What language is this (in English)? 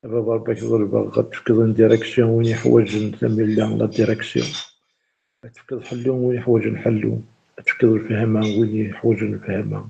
Kabyle